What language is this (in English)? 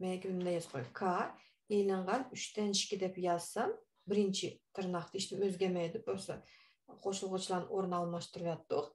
Uyghur